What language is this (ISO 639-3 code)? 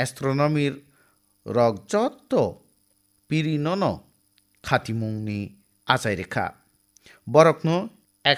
trp